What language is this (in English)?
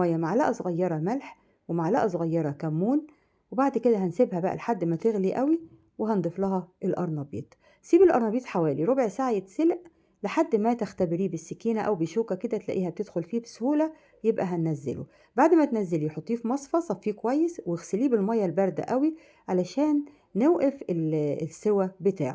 Egyptian Arabic